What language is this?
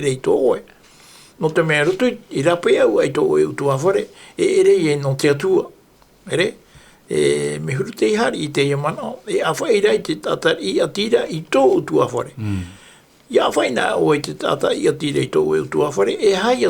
Tahitian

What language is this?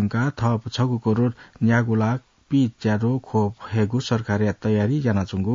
Newari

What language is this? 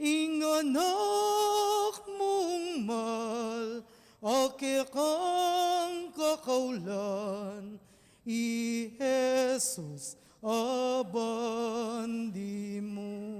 Pampanga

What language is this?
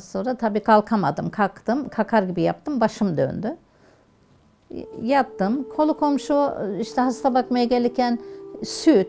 Turkish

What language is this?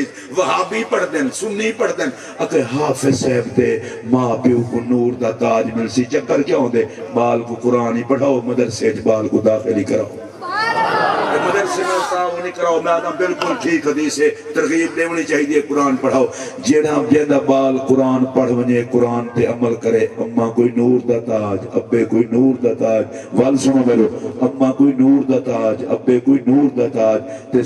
Saraiki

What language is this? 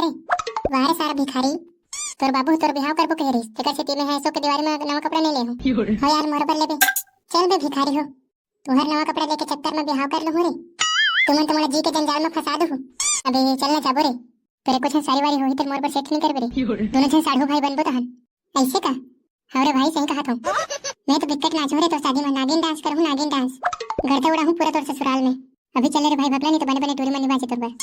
Chhattisgarhi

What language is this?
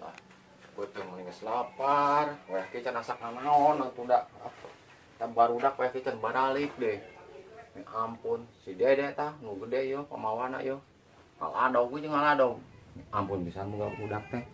Sundanese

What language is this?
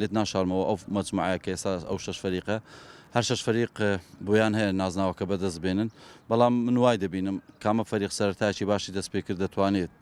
Central Kurdish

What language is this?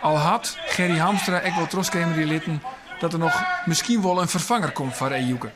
Western Frisian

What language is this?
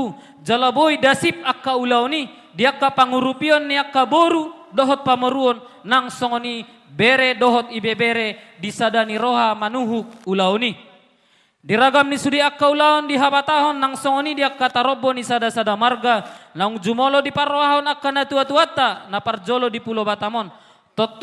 Batak Toba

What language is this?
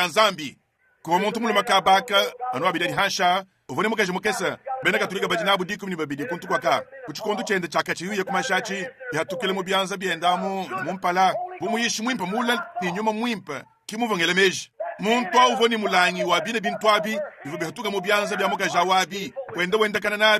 Luba-Lulua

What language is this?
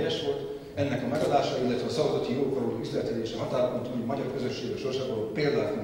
Hungarian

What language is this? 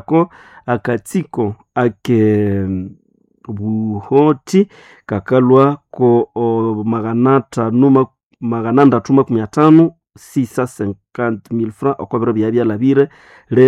Nande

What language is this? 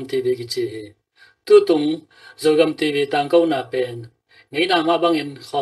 Tedim Chin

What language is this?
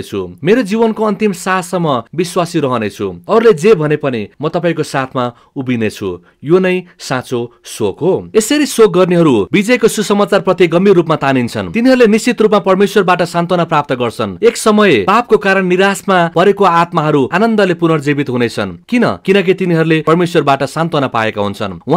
Nepali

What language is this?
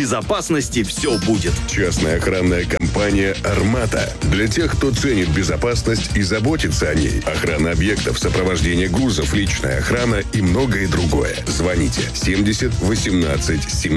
Russian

